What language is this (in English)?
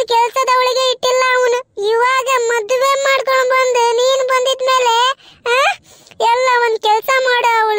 Kannada